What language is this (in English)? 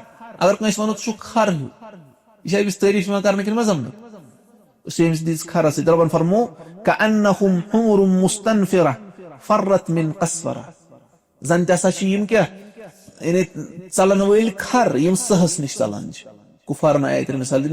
Kashmiri